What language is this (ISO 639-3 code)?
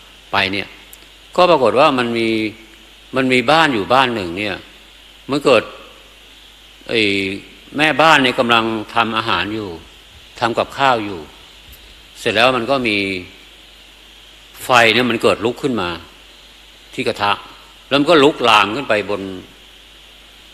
tha